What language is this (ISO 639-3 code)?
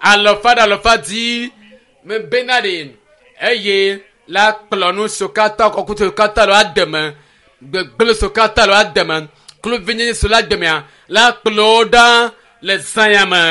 ewe